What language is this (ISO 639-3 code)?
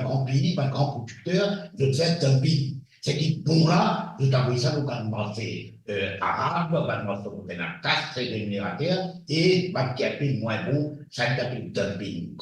mfe